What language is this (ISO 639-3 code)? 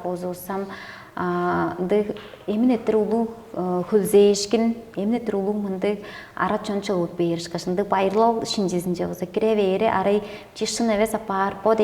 tyv